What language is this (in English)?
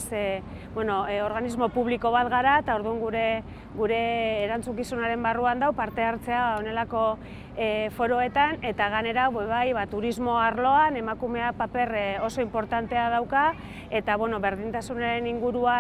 Basque